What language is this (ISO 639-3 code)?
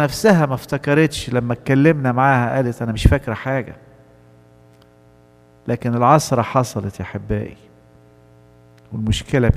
arz